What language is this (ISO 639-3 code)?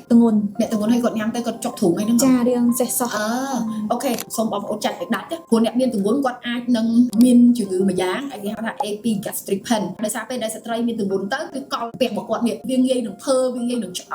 khm